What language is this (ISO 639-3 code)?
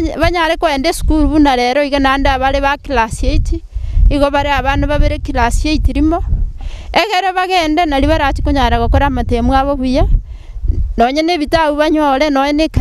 guz